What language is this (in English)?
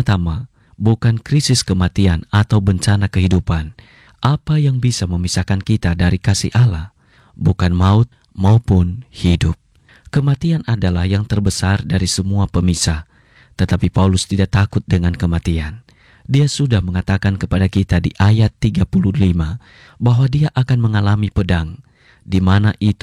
Indonesian